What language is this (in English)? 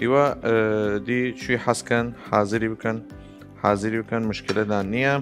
Southern Kurdish